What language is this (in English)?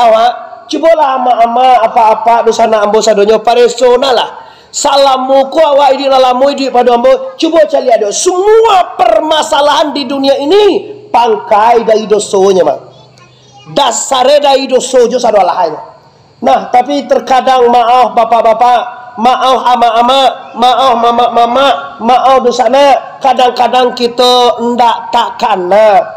Minangkabau